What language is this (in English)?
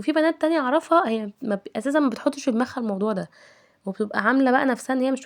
Egyptian Arabic